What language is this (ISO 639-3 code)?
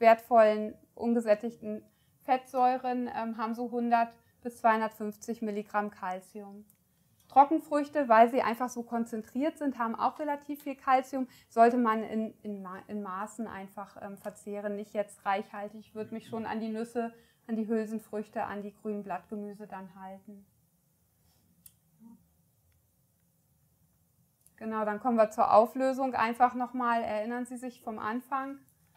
deu